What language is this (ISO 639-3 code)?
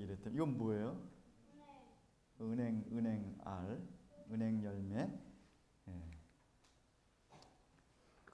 kor